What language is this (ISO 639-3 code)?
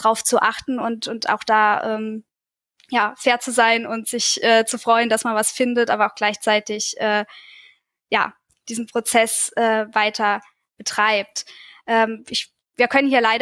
deu